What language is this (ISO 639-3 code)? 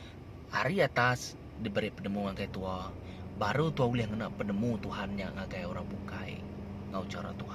iba